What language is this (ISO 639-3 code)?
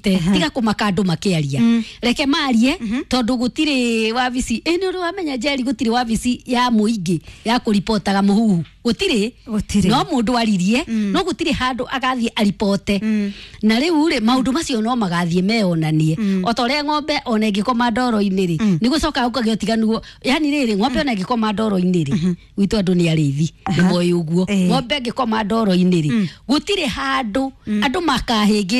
kik